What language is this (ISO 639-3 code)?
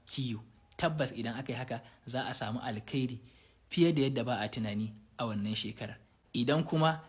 hau